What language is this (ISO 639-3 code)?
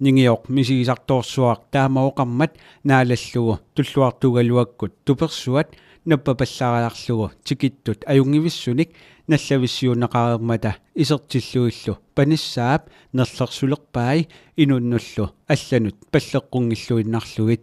kal